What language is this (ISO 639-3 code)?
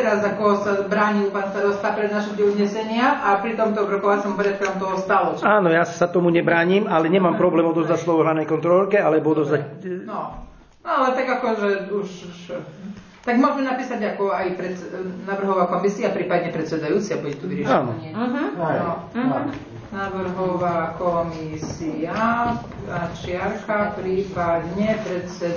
slk